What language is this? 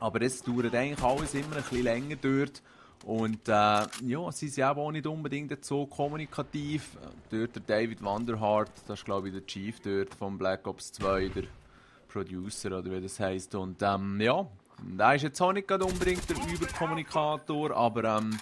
Swiss German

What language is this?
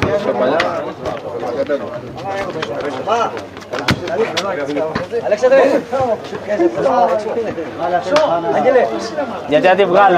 Greek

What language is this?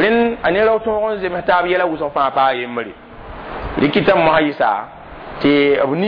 Mossi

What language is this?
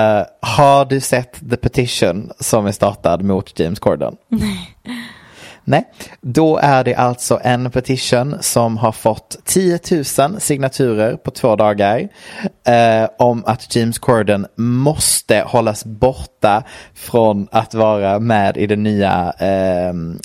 Swedish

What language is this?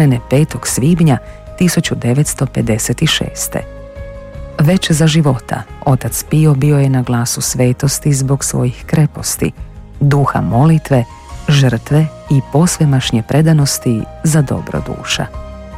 Croatian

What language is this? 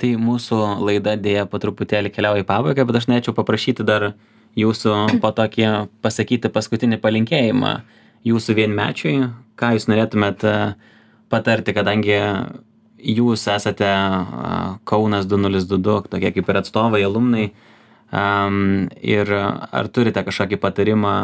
Lithuanian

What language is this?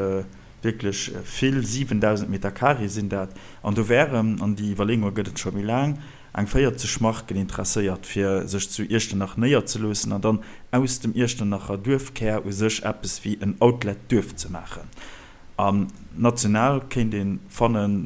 Luxembourgish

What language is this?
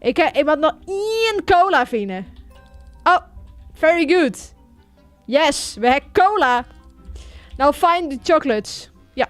Western Frisian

